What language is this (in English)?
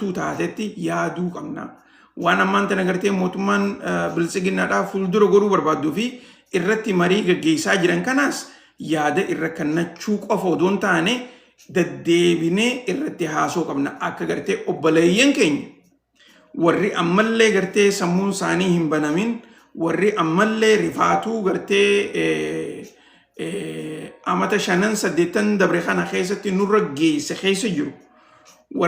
Oromo